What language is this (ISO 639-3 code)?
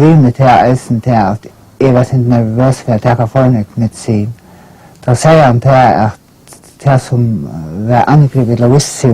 fao